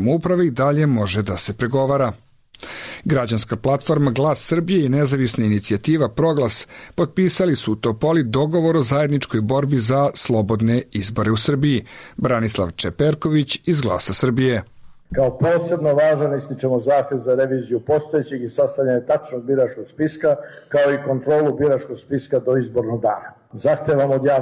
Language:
Serbian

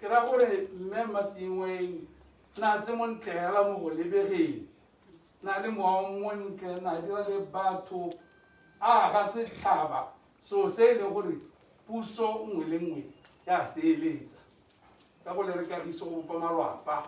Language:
Tswana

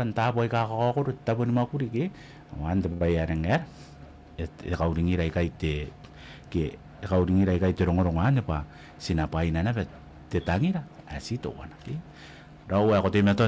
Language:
Gilbertese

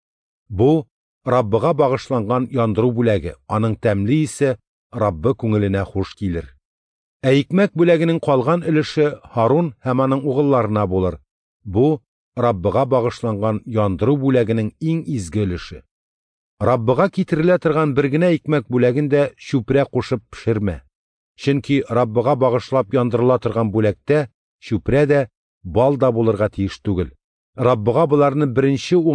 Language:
Tatar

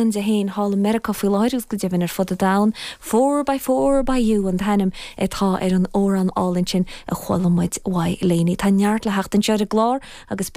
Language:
Irish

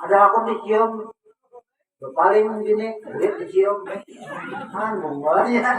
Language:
Banjar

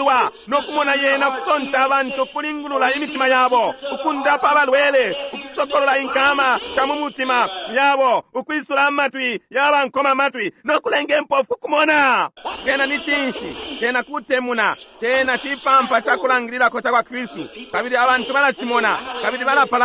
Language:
Bemba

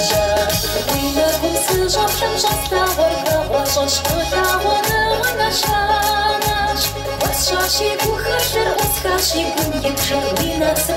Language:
Kabardian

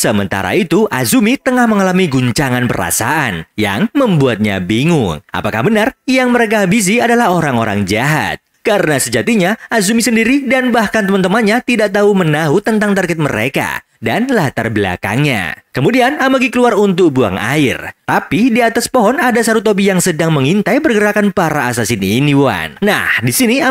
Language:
Indonesian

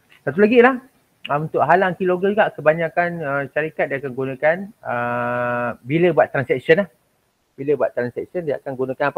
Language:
Malay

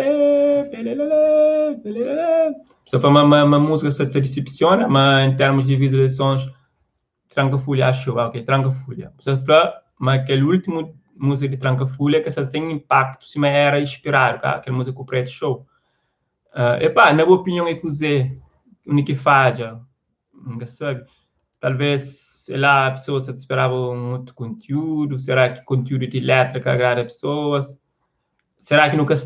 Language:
Kabuverdianu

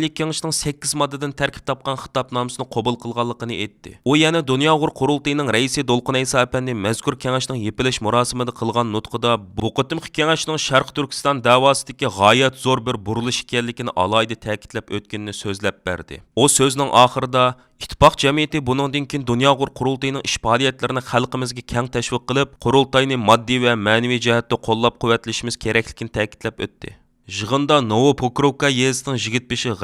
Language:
Uyghur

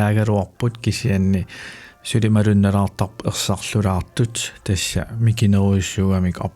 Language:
Kalaallisut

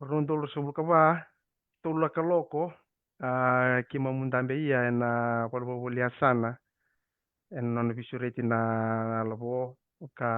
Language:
Fijian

